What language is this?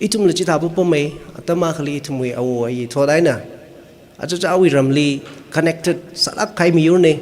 Tangkhul Naga (India)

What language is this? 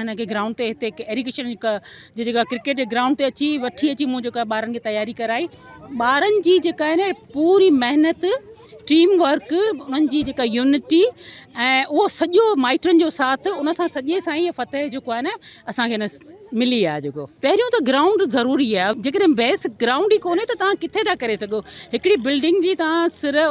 Sindhi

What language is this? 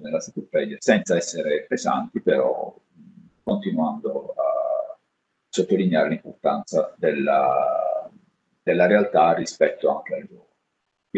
Italian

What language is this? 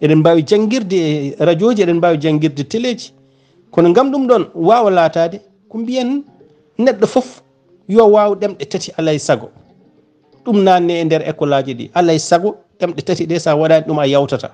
Fula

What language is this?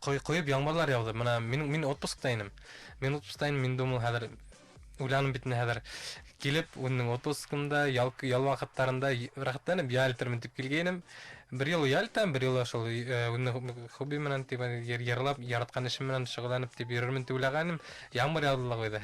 Bashkir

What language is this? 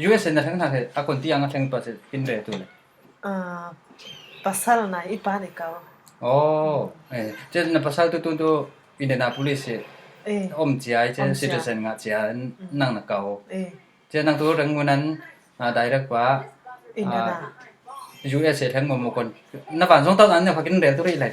Falam Chin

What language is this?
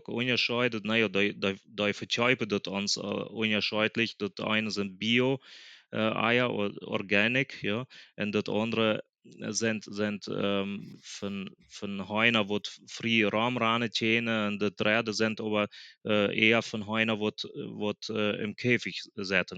Plautdietsch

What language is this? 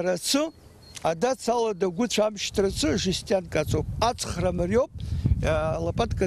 Abkhazian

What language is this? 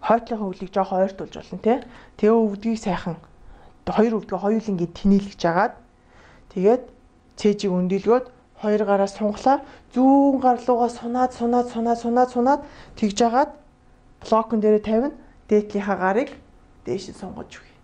Mongolian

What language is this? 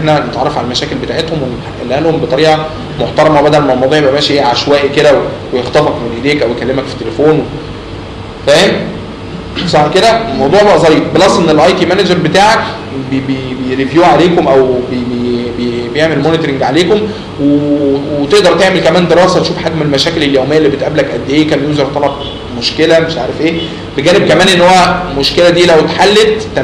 Egyptian Arabic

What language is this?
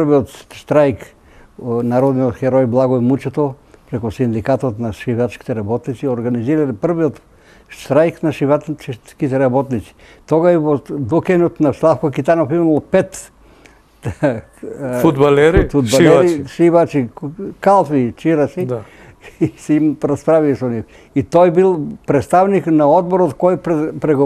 Macedonian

